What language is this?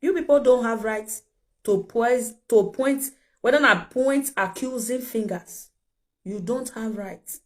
Nigerian Pidgin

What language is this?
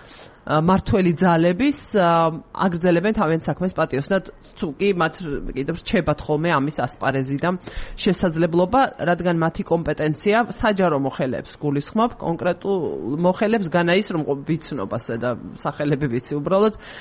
Georgian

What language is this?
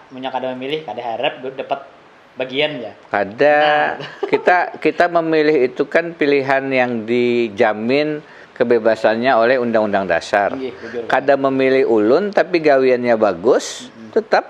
Banjar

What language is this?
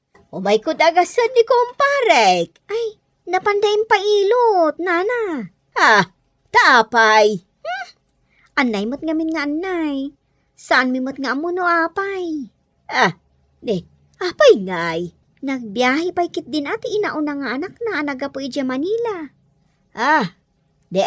Iloko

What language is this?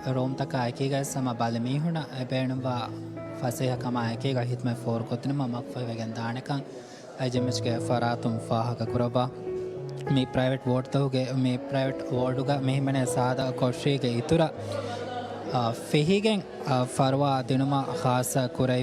Divehi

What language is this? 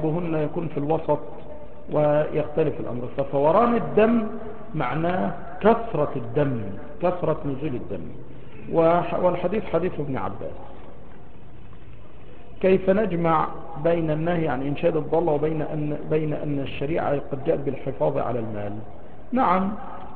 Arabic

